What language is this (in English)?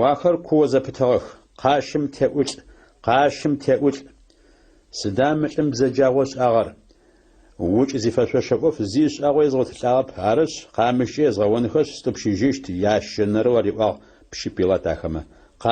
Adyghe